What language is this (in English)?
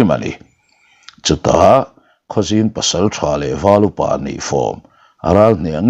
Mizo